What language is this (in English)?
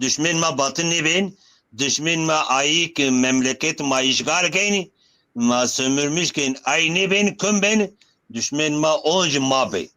Zaza